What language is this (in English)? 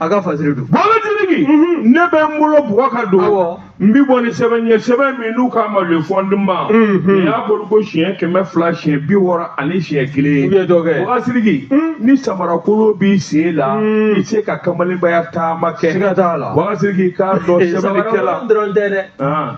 Bambara